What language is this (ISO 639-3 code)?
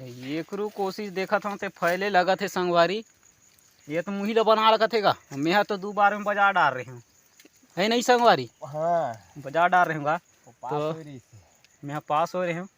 hne